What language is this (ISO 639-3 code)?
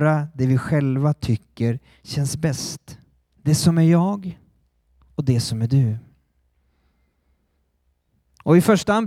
swe